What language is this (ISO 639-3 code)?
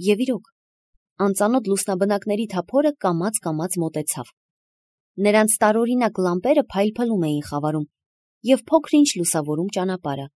hye